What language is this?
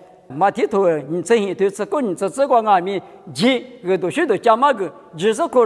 Lisu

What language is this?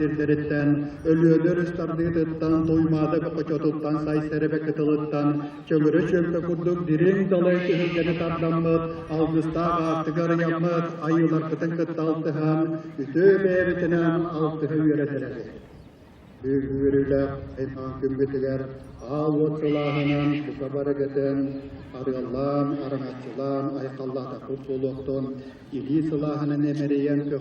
Yakut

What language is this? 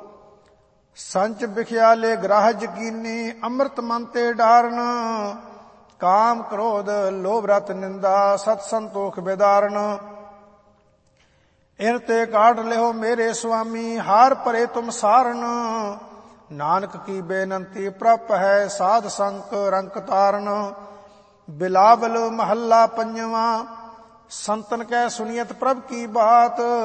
Punjabi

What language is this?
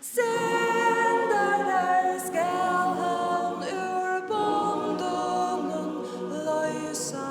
Faroese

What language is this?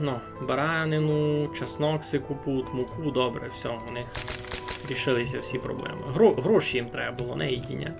Rusyn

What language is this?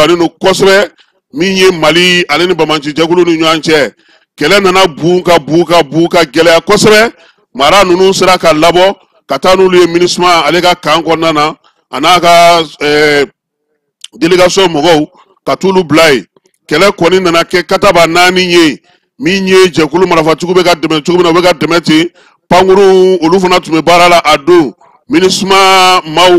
Bambara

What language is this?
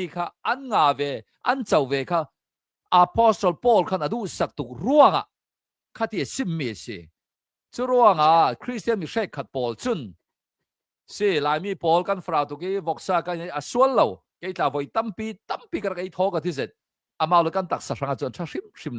Hakha Chin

